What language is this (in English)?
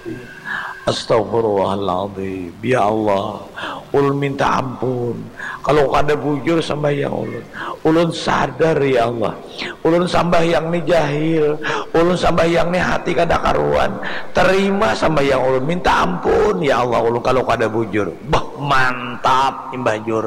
Banjar